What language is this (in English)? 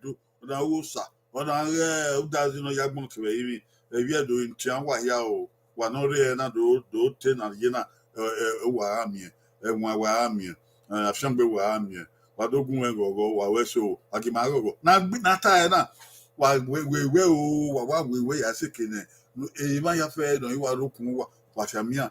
Bini